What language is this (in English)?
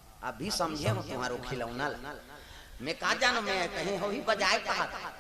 Chhattisgarhi